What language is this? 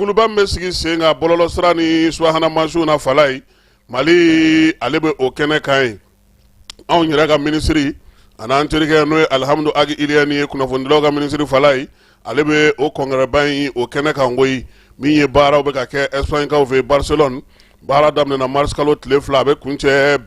Bambara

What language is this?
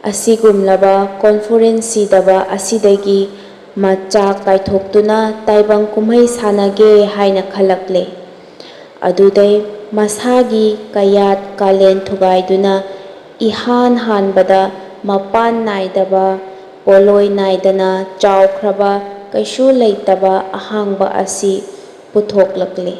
Manipuri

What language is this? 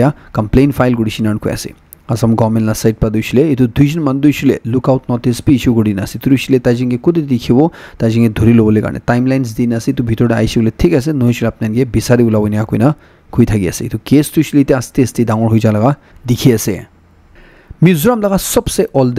Naga Pidgin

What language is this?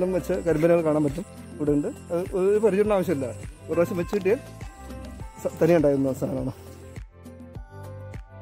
Malayalam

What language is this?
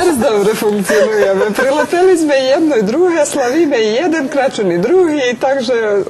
Rusyn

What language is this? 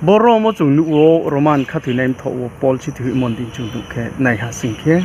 Riang (India)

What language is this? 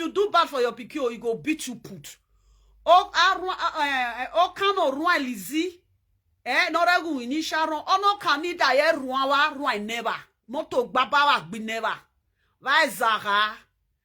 Nigerian Pidgin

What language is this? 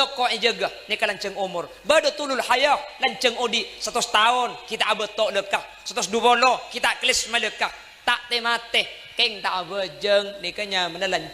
Madurese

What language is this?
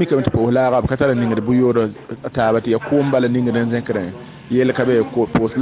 Mossi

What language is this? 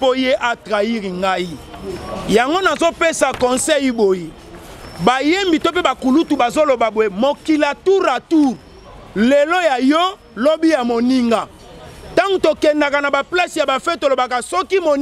Lingala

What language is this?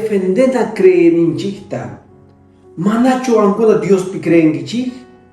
Quechua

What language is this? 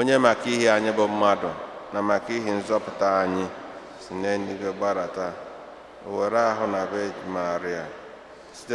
Igbo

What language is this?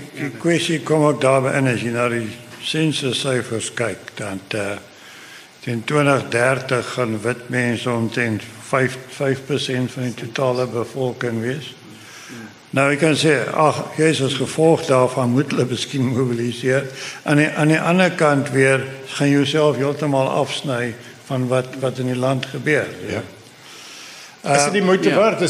Afrikaans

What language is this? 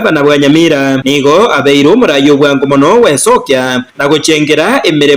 Gusii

